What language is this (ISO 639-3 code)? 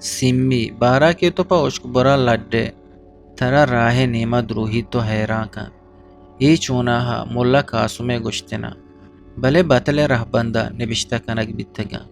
bgp